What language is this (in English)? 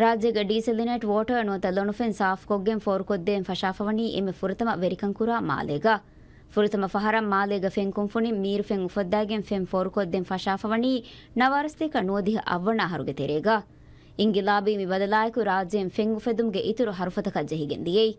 Divehi